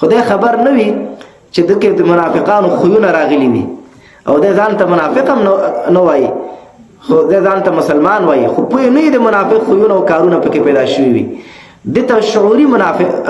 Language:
Pashto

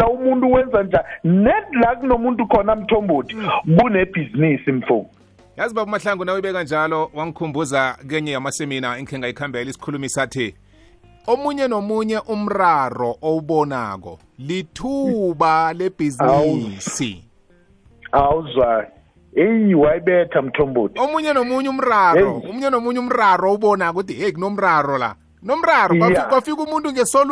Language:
South Ndebele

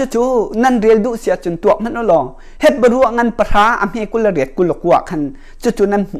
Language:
Hakha Chin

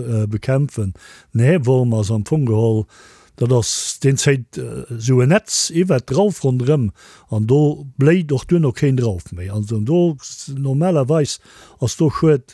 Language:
Luxembourgish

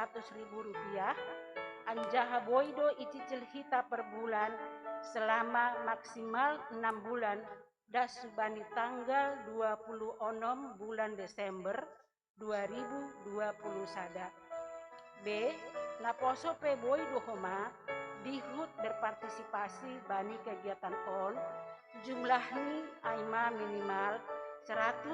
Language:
Batak Simalungun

